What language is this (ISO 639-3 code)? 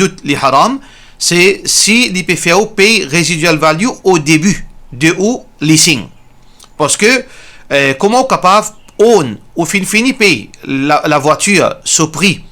mfe